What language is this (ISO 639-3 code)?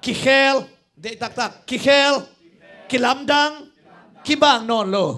ctd